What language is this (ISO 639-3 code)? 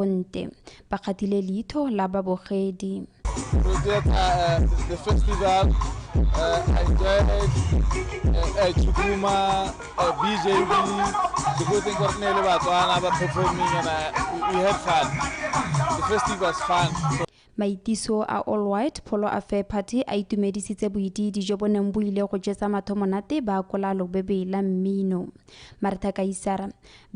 tsn